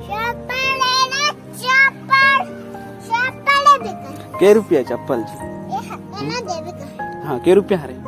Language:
Chhattisgarhi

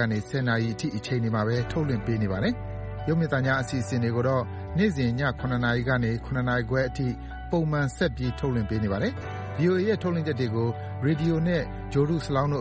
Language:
Burmese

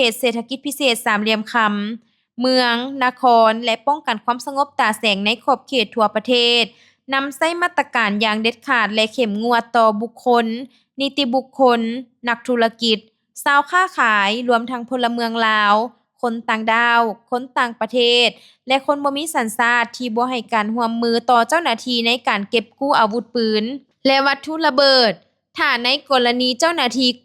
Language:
Lao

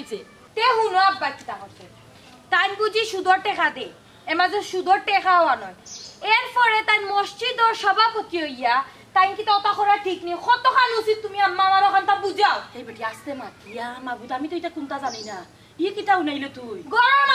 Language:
Sylheti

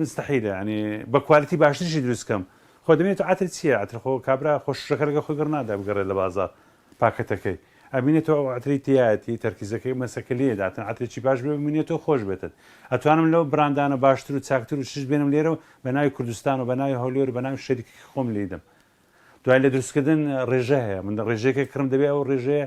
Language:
Central Kurdish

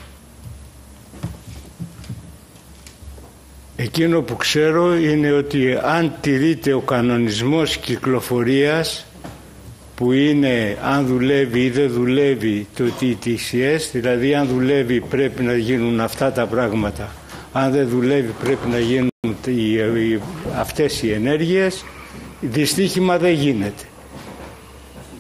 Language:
Greek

